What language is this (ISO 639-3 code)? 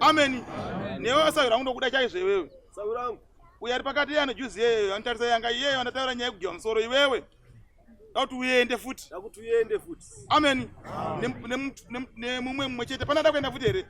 sna